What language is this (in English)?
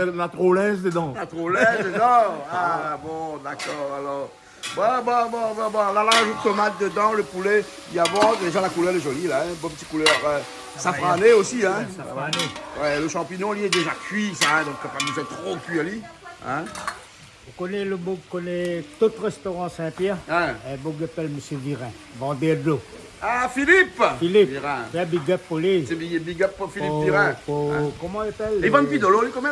Réunion Creole French